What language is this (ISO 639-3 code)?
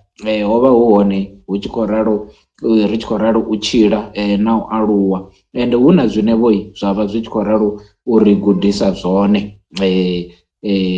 ven